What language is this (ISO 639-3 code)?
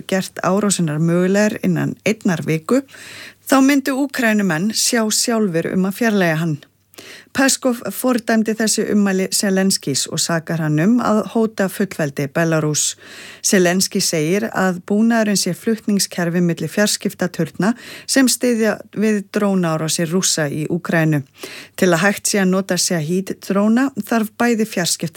isl